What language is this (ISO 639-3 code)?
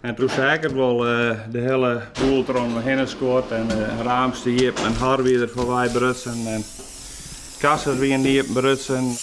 fry